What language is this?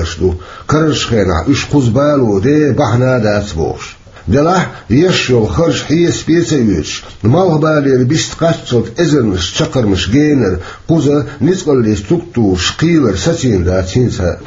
Chechen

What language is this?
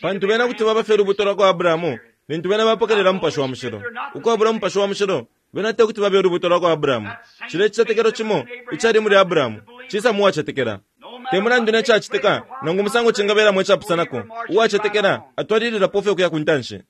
Bemba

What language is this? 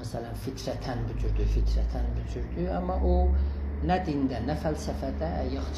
South Azerbaijani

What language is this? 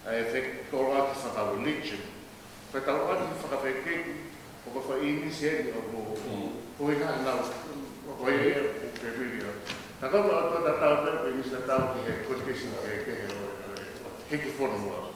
Tongan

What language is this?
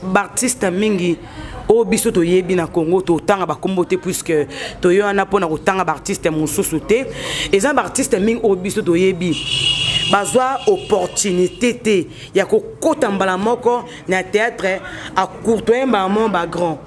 Lingala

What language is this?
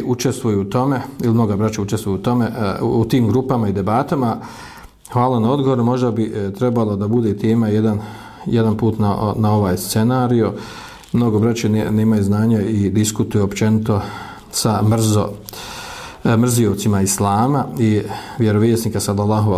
Bosnian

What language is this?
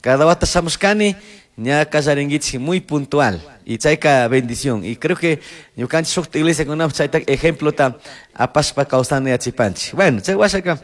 Chimborazo Highland Quichua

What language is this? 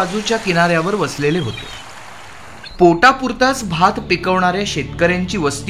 Marathi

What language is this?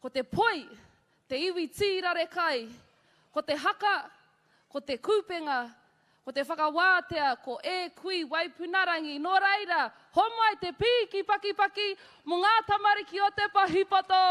Māori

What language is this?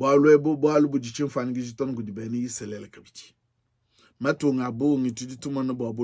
Luba-Lulua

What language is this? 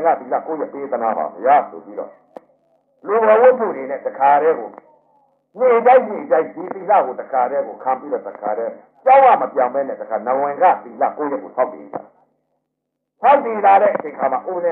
Burmese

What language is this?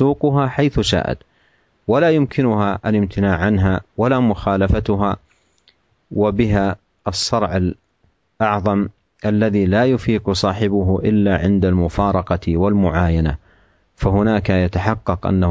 Arabic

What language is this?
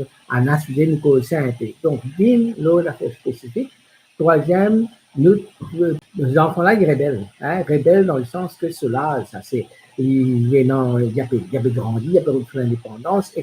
Morisyen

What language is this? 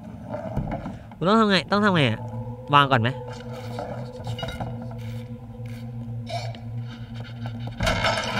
Thai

